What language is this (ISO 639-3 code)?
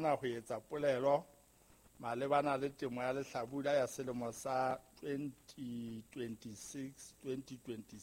sot